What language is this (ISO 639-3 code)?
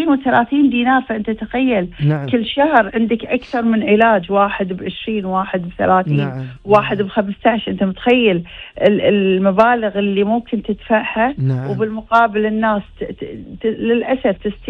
afb